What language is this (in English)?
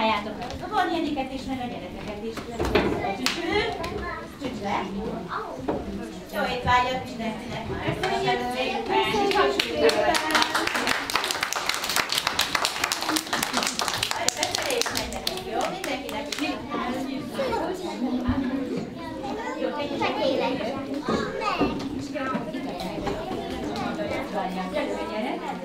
Hungarian